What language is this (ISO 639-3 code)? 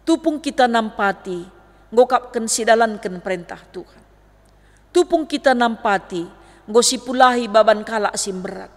btx